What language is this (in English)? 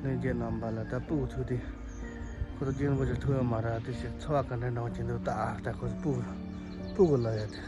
Tibetan